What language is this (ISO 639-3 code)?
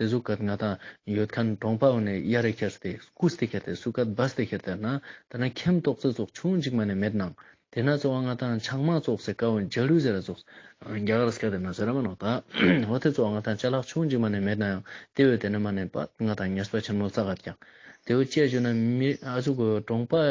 lbj